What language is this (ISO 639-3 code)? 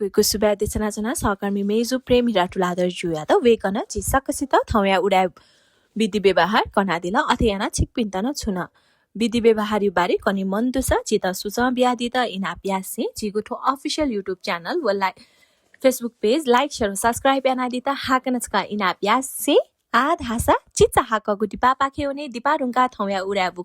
new